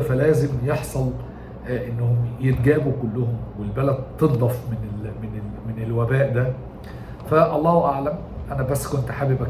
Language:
Egyptian Arabic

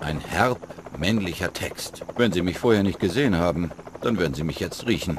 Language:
Bavarian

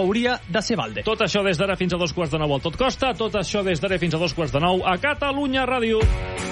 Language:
Catalan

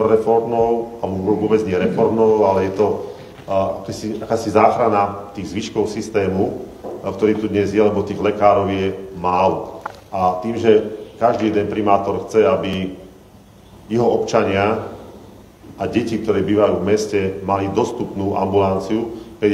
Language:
Slovak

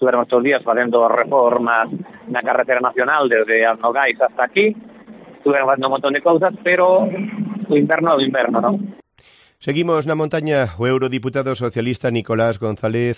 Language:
Galician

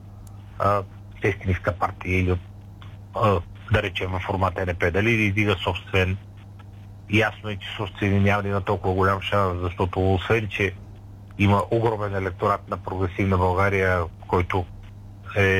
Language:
Bulgarian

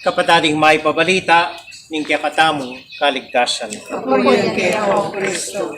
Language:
Pampanga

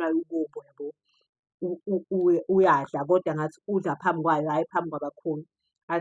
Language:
Zulu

